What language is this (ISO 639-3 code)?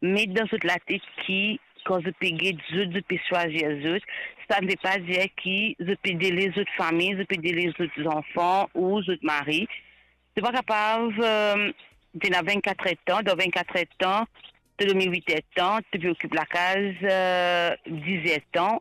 mfe